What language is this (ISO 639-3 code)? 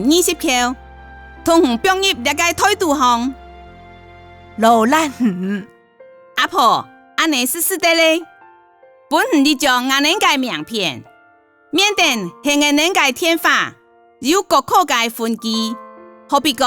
hak